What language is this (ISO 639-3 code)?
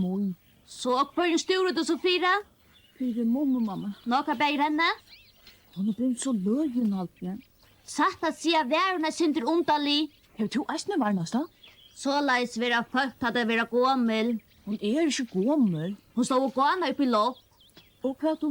fao